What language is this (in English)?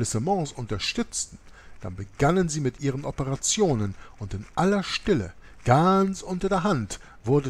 German